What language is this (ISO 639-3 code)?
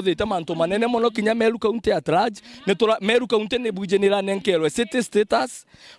mer